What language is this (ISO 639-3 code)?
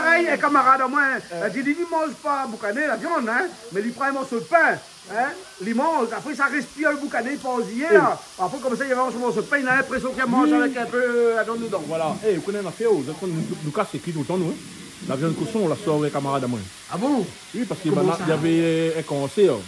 rcf